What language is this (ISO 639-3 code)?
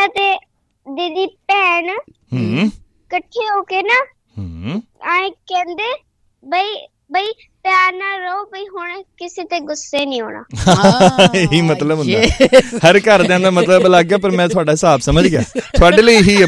pan